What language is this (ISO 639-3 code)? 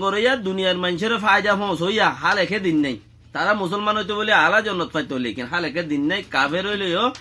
rhg